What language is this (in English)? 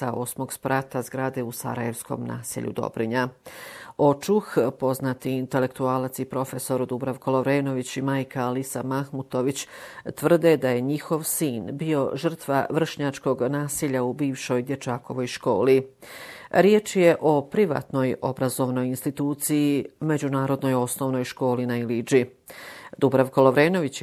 Bosnian